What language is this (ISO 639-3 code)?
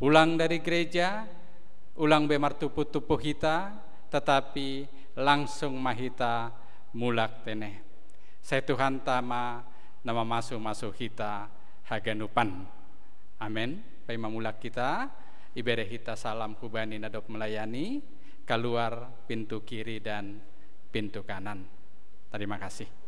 bts